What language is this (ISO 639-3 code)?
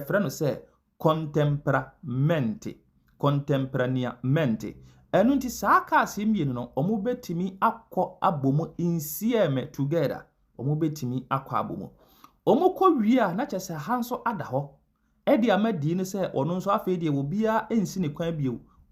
aka